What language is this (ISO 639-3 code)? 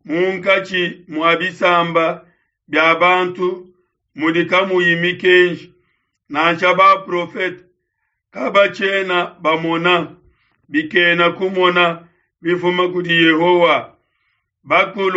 lua